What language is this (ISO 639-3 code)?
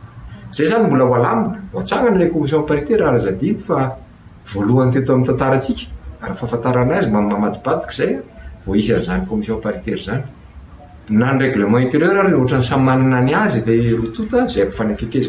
mlg